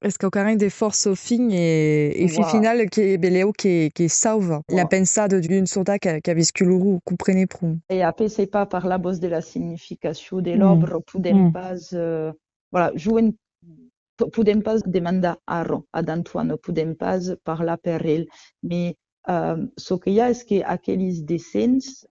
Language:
Occitan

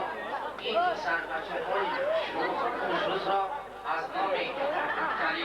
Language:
Tajik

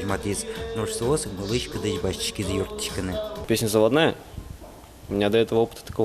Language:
Udmurt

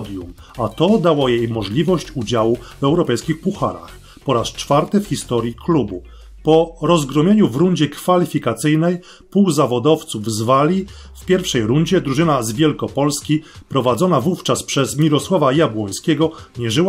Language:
Polish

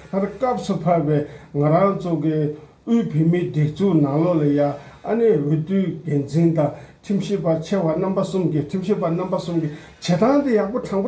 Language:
Tibetan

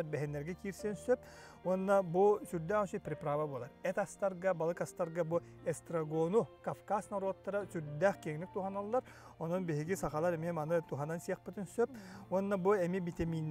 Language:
Yakut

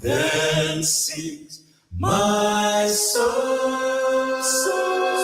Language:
Ewe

